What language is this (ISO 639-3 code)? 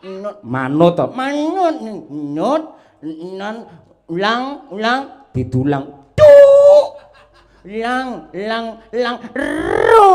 jav